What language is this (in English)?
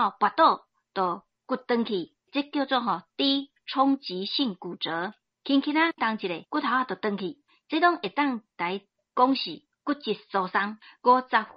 Min Nan Chinese